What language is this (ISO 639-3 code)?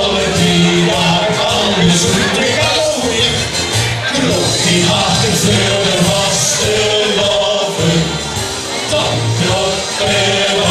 lim